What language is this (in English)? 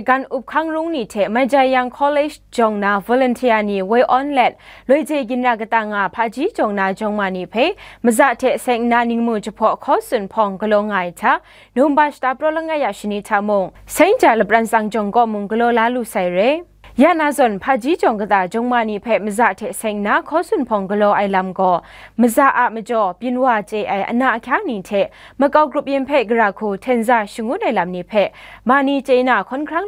Kachin